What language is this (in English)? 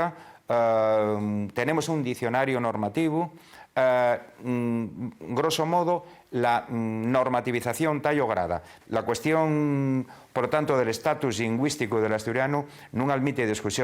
Asturian